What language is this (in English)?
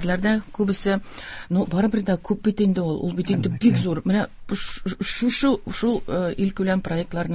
Tatar